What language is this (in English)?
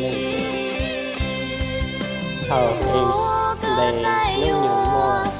Hmong